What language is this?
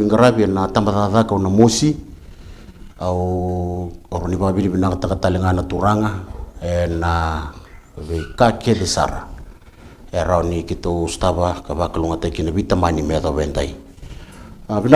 Fijian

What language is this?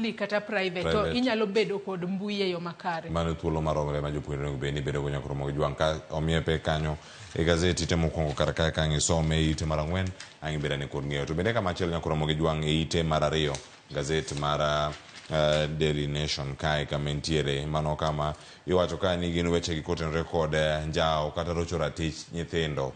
Luo (Kenya and Tanzania)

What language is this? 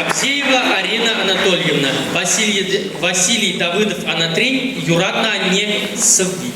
Chuvash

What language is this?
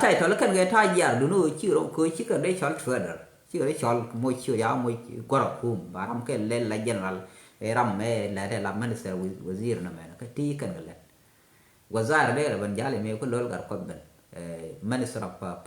Nuer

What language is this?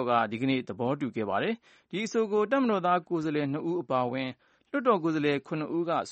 Burmese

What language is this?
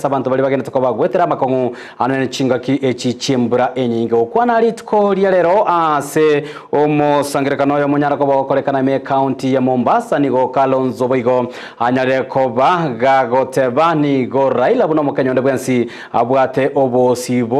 Gusii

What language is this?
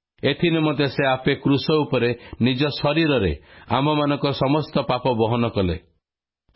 Odia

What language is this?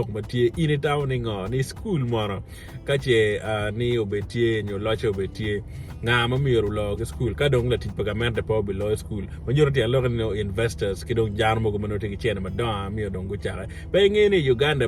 Acoli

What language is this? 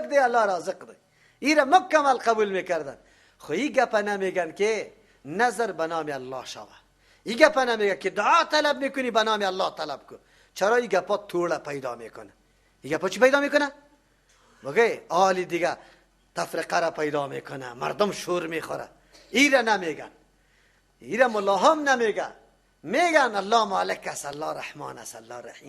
Persian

